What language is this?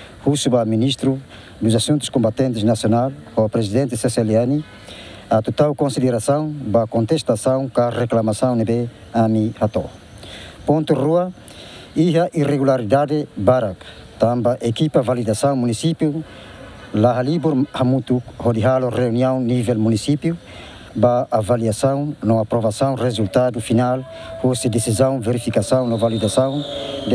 Tetum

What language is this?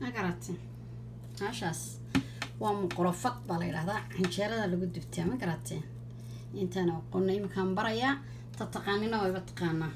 Somali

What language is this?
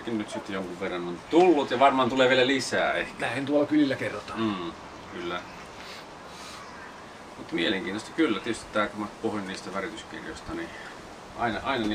Finnish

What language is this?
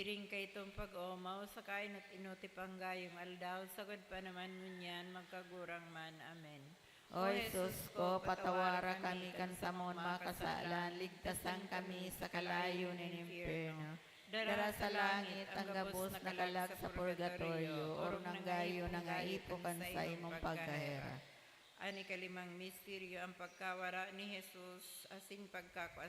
Bikol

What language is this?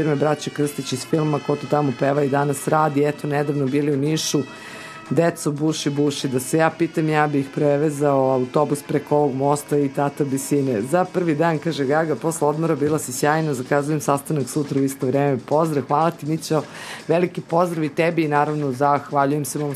Serbian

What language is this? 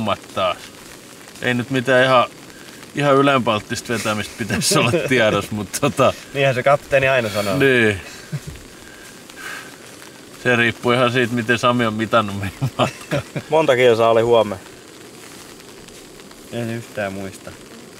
Finnish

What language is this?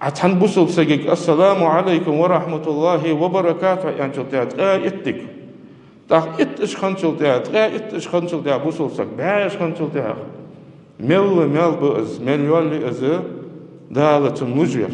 Ingush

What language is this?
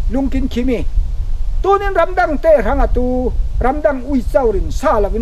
Falam Chin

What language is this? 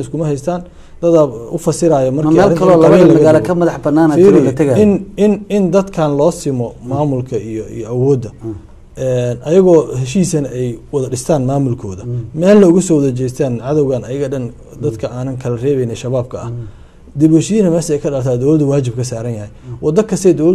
Somali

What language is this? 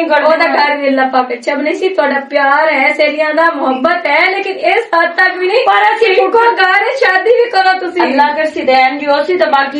Western Panjabi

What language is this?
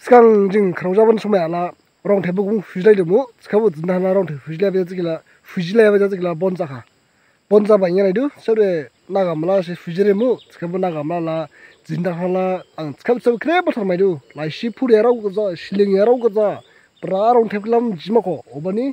Dimasa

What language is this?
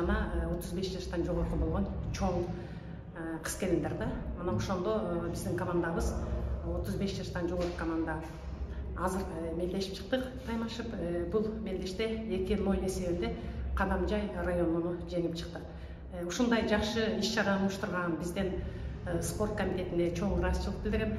Kyrgyz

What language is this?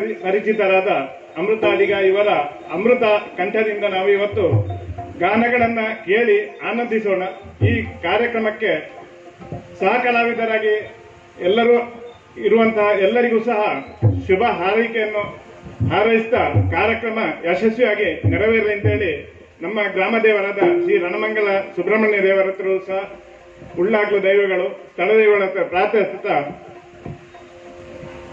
Kannada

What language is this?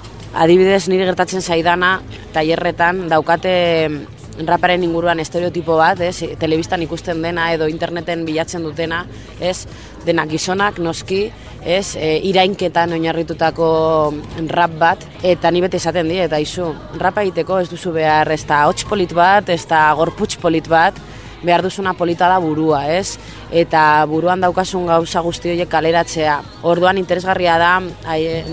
Basque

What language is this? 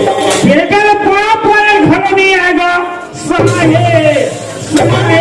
Chhattisgarhi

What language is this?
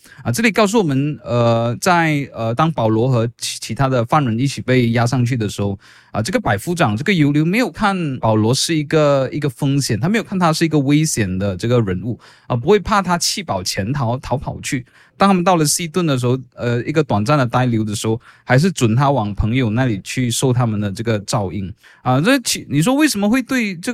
Chinese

